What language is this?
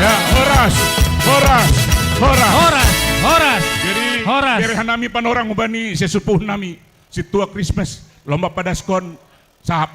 Batak Simalungun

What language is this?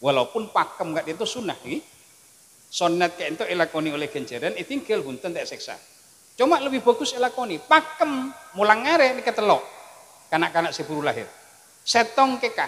Madurese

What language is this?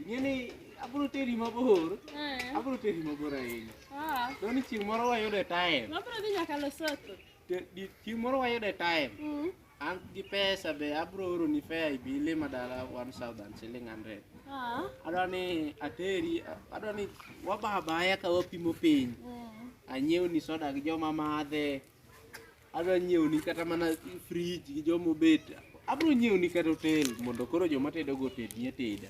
Luo (Kenya and Tanzania)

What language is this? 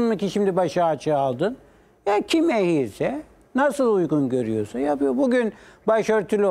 Turkish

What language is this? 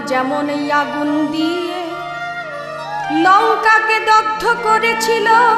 Bangla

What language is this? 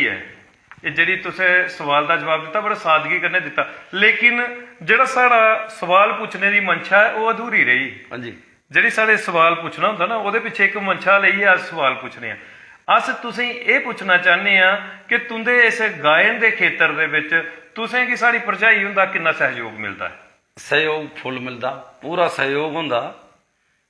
Dogri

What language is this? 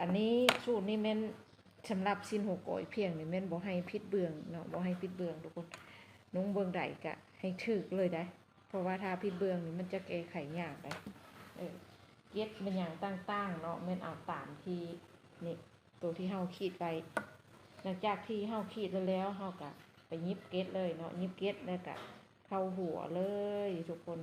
Lao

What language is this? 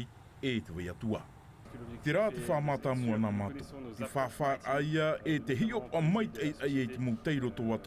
Tahitian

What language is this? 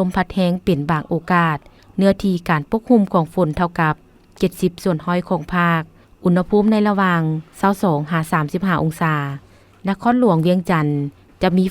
Lao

